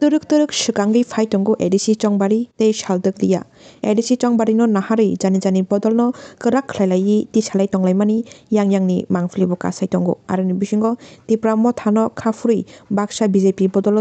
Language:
Kok Borok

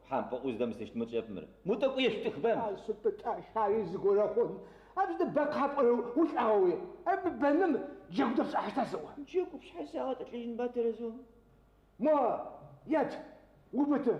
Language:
Adyghe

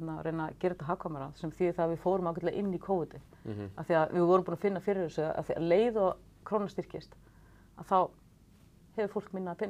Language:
Icelandic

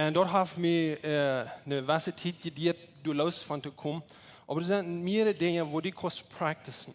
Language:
Plautdietsch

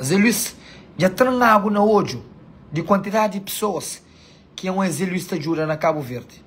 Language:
Kabuverdianu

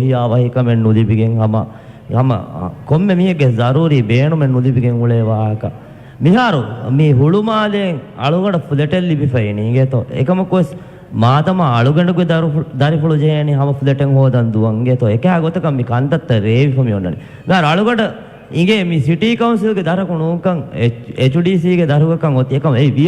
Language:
Divehi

